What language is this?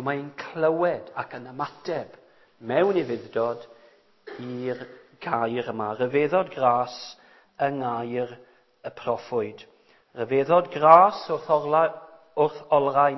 Welsh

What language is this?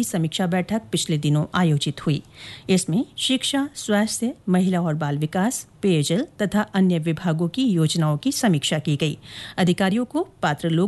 Hindi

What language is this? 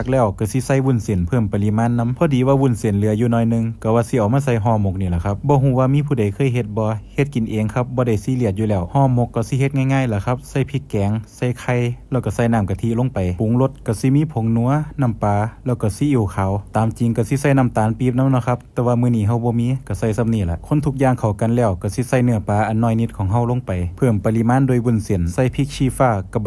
Lao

